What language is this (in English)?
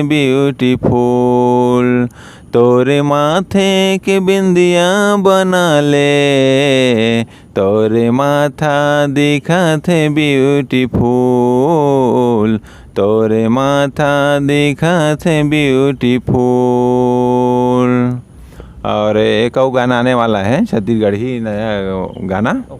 Chhattisgarhi